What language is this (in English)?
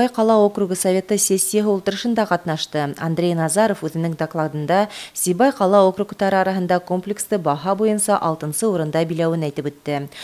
Bashkir